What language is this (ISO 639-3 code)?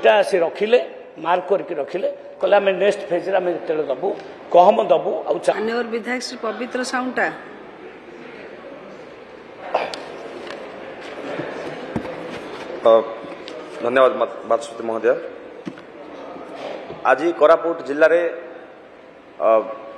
ori